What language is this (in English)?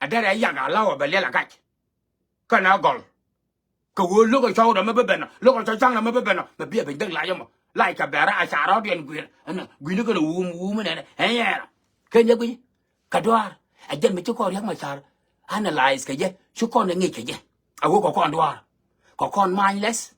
Nuer